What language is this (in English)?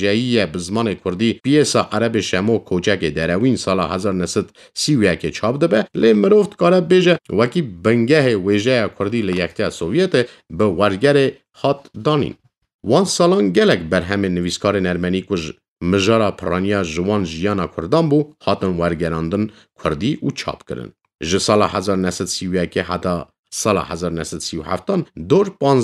Kurdish